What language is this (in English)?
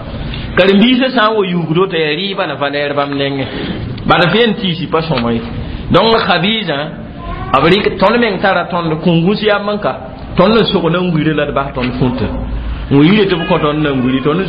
Mossi